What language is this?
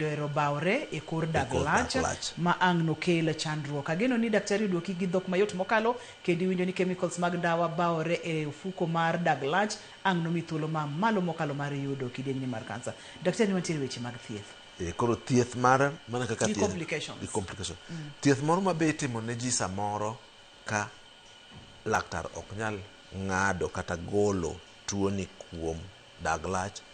Luo (Kenya and Tanzania)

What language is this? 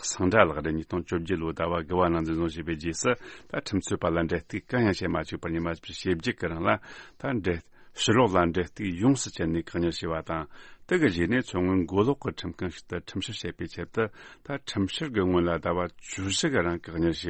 Tibetan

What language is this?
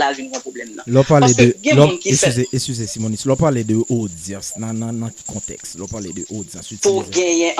Haitian Creole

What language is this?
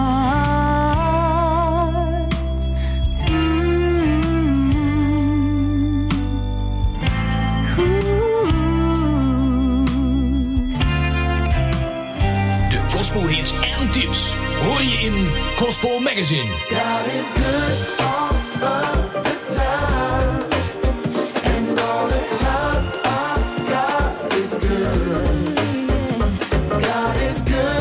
Dutch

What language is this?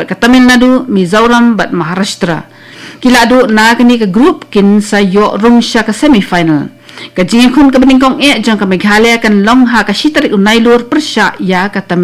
Khasi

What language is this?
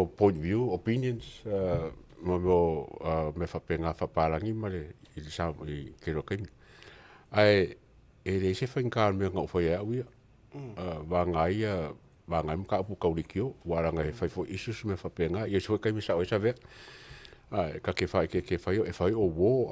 Samoan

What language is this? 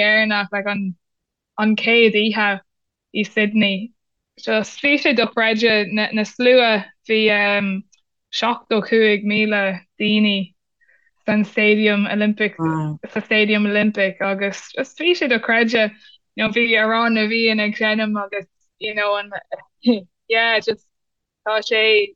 Irish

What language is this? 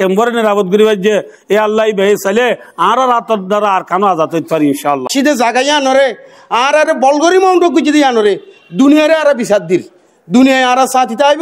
Rohingya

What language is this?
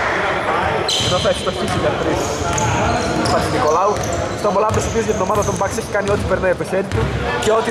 Greek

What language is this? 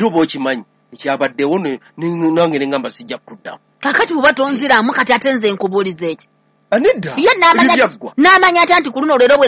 Ganda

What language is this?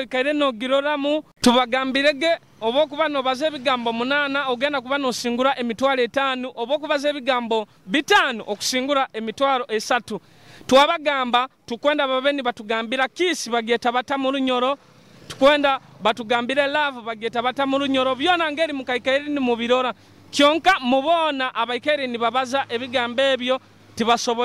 Nyoro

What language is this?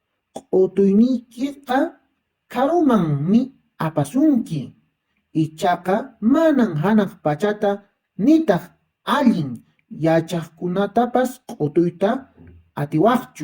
Quechua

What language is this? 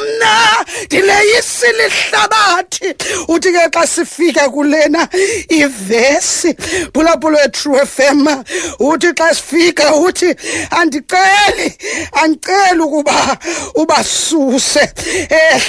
Xhosa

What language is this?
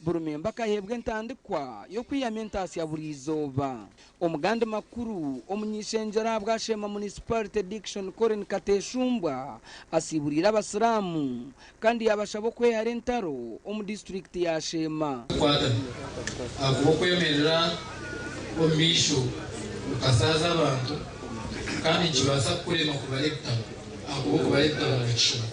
Nyankole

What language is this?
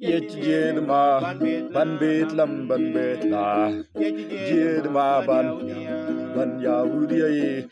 Mabaan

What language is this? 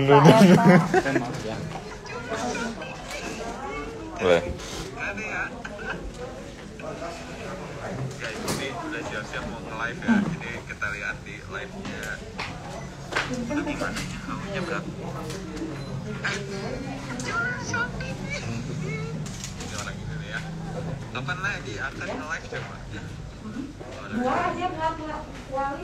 Indonesian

